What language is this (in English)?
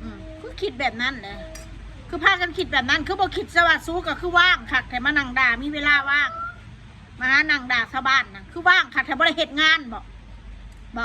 Northeastern Thai